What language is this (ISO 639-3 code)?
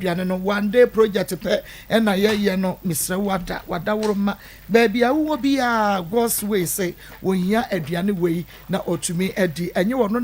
aka